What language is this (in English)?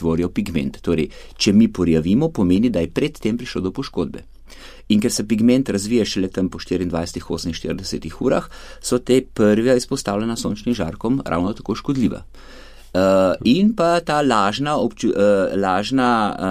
Slovenian